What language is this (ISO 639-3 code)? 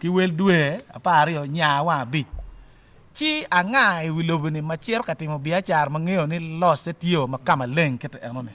ach